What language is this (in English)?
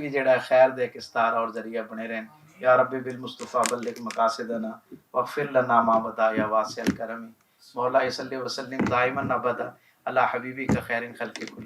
Western Panjabi